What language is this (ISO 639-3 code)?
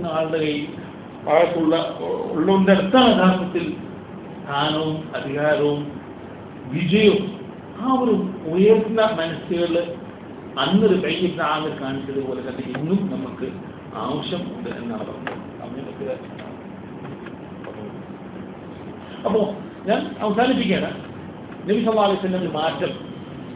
mal